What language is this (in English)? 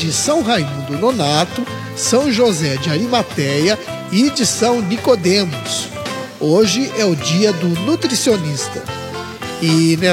Portuguese